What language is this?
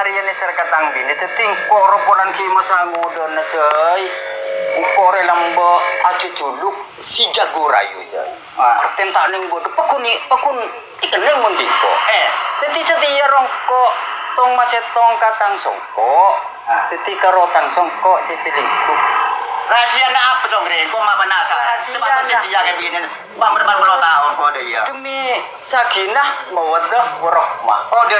Madurese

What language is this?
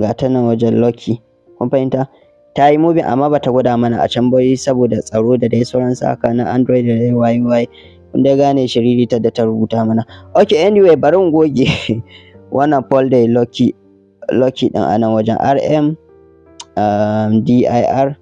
Hausa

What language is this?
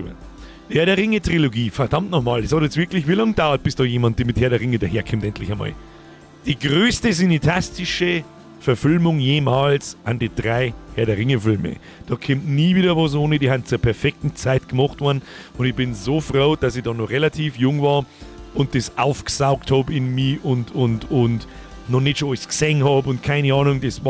Bavarian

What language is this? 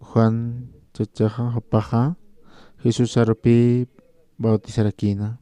Aymara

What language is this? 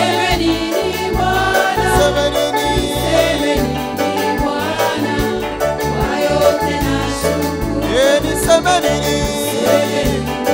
Swahili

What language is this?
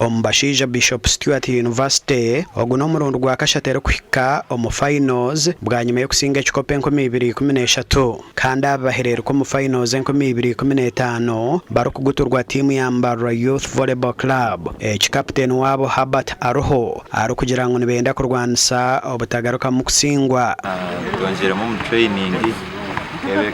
Nyankole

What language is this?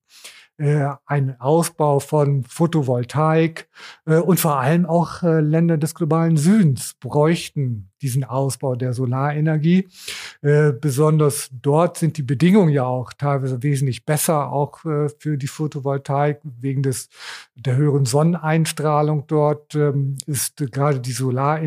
German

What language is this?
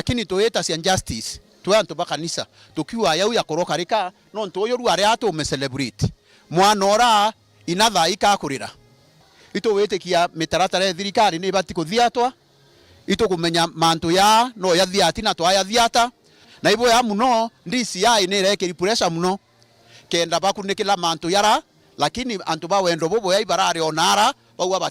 Meru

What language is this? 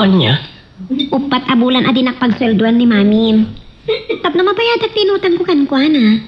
Iloko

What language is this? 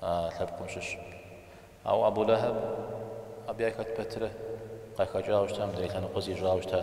Kabardian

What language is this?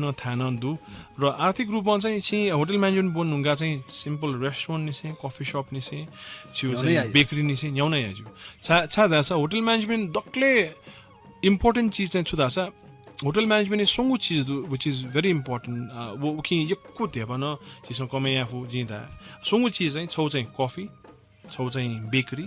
Newari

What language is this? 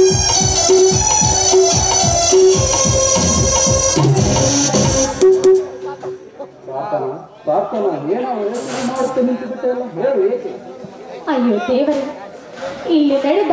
Kannada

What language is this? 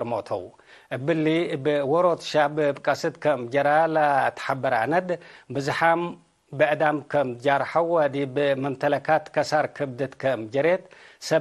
Tigre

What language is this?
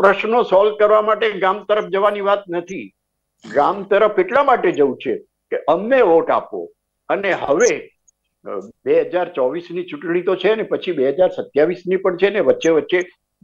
Gujarati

